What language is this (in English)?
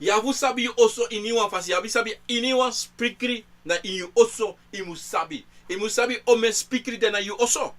Sranan Tongo